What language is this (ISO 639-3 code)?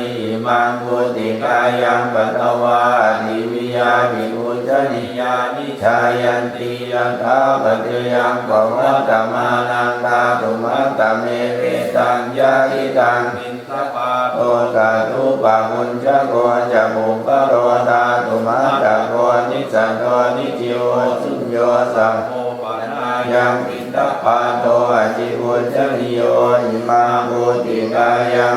pli